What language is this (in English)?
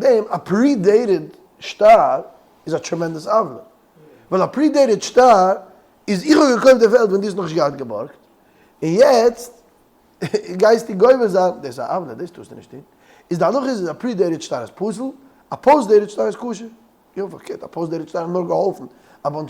Yiddish